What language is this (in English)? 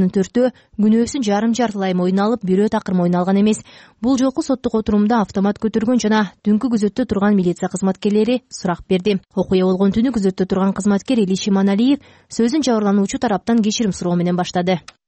Kyrgyz